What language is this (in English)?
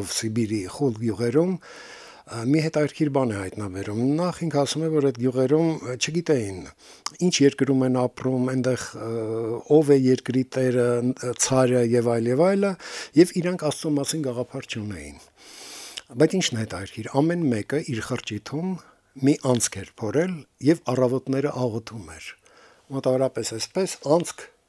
Armenian